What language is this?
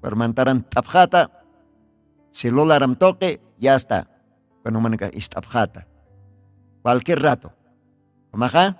Aymara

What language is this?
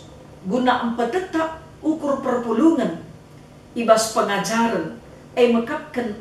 Batak Karo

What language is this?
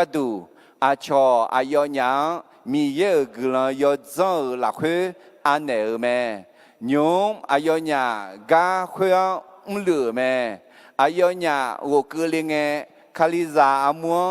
Akha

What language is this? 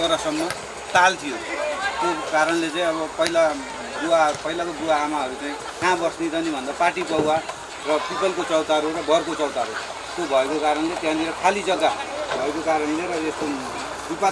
Nepali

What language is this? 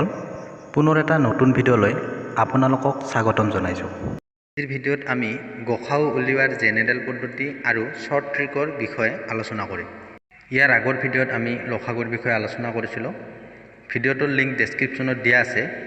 Assamese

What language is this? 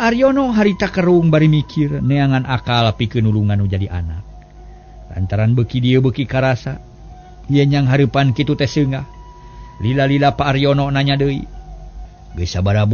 Sundanese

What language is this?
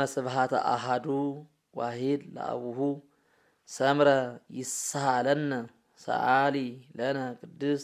Geez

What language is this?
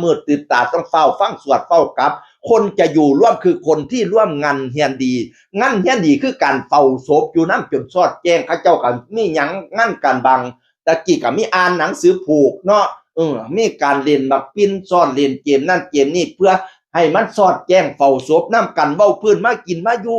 Northeastern Thai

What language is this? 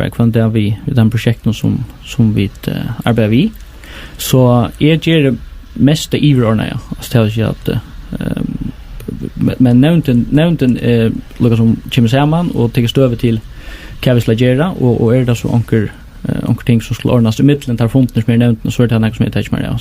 Faroese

